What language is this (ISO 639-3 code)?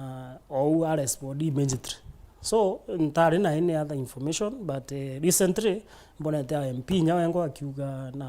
mer